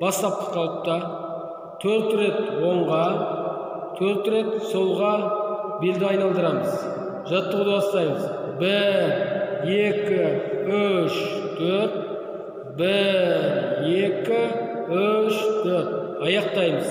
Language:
Kyrgyz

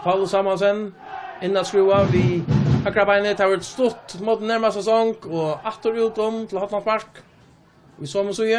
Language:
Faroese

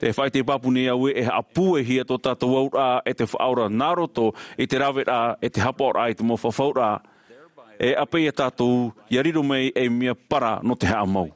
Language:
Tahitian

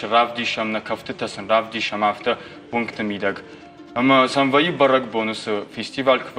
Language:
Ossetic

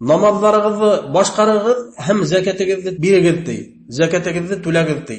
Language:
Bashkir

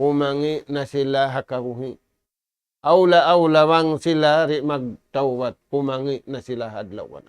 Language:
Tausug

